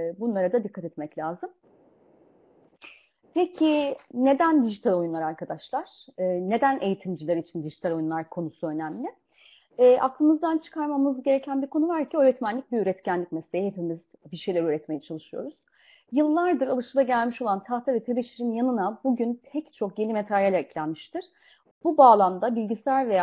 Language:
Turkish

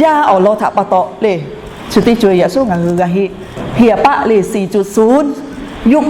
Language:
Lahu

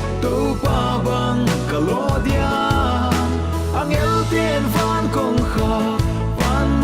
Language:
Paite Chin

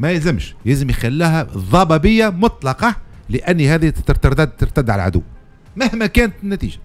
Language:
Tunisian Arabic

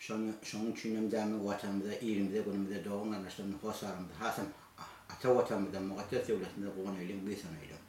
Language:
Turkmen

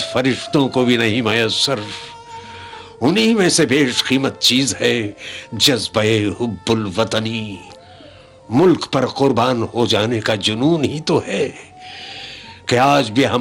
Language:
Urdu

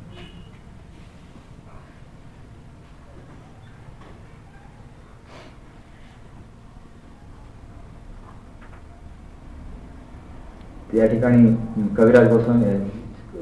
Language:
Marathi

